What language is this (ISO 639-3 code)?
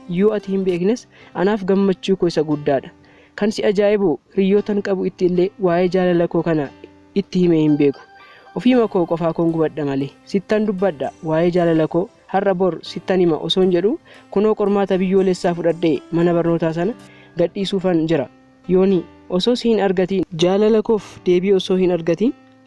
orm